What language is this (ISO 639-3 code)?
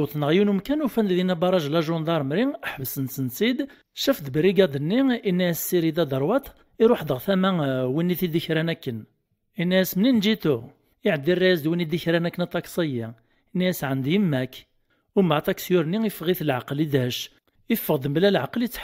kab